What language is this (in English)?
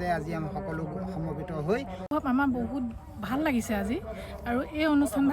Assamese